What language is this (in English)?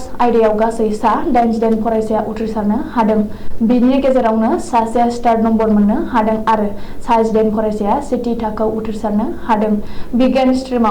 Bodo